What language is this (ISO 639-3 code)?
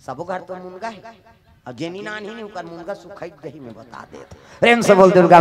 hne